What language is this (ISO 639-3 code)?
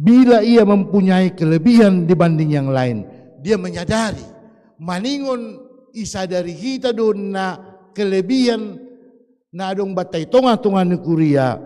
bts